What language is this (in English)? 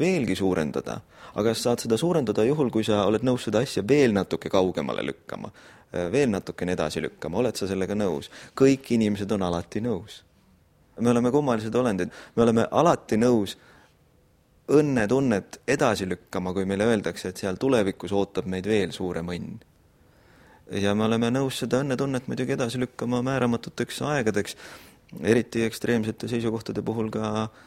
Estonian